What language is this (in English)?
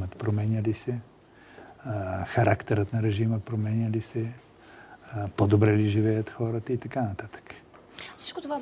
Bulgarian